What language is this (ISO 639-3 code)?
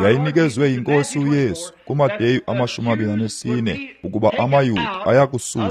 xho